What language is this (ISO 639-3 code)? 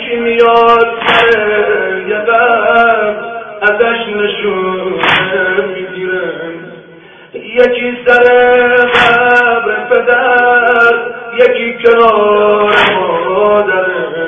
fas